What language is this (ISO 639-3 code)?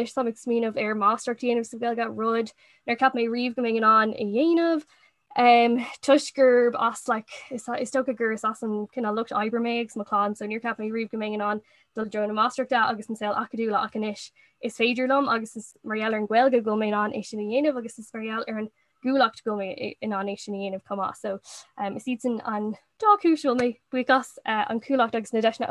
gle